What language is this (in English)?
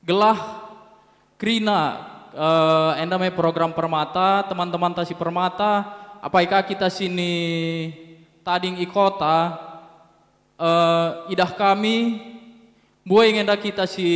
Batak Karo